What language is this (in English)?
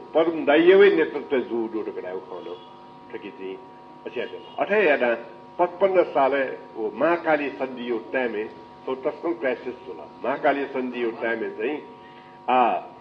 Newari